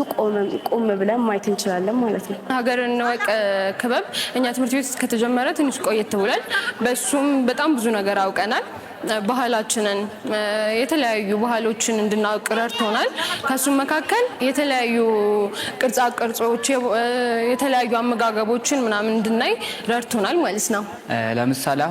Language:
Amharic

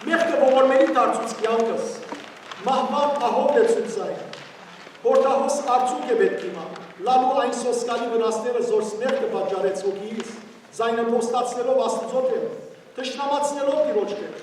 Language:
Western Armenian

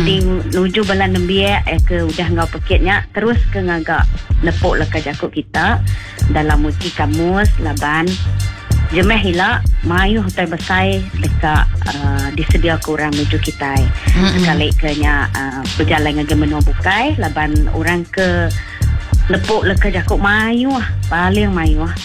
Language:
Iban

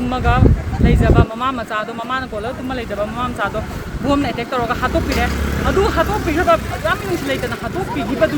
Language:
Manipuri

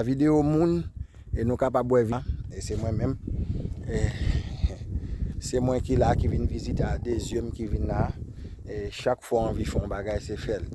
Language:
Haitian Creole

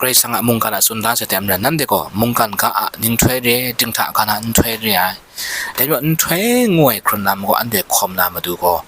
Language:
Kachin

